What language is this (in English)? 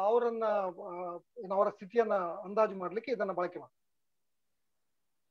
Kannada